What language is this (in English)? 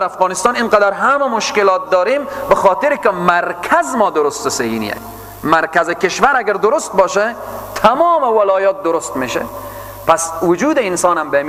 Persian